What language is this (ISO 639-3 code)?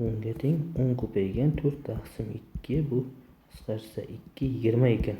uzb